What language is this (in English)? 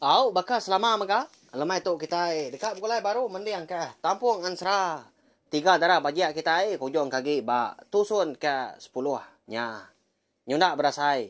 Iban